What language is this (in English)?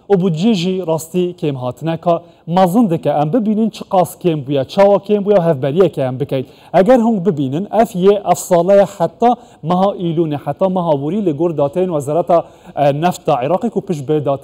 Kurdish